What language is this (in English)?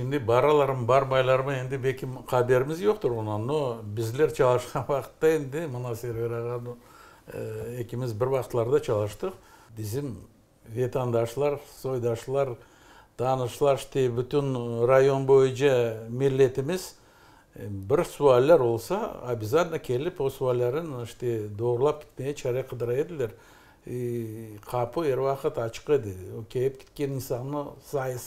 Crimean Tatar